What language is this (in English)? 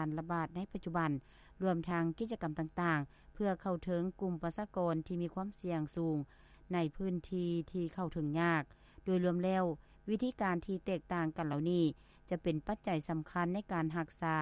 Lao